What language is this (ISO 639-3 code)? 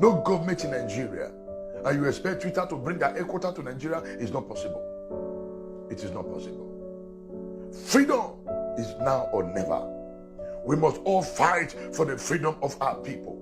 pcm